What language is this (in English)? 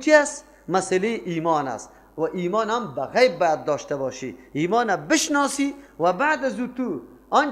Persian